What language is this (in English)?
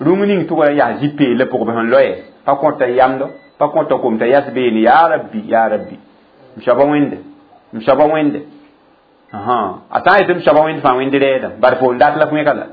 Mossi